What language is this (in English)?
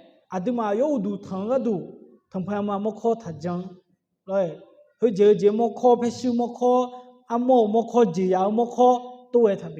Akha